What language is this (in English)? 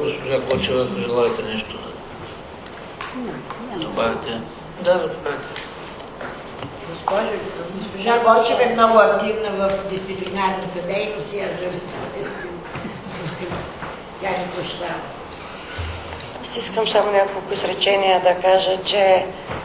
Bulgarian